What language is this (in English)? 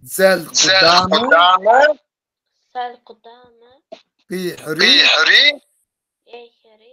Kabardian